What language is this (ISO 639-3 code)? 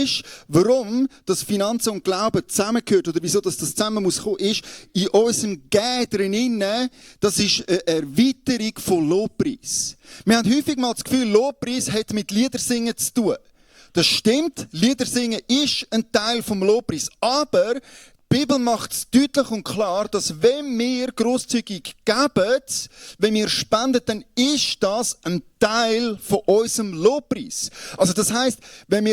gsw